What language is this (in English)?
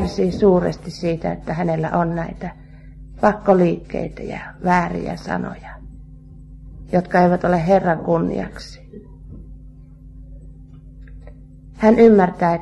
Finnish